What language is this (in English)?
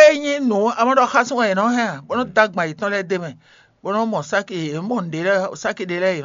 Fon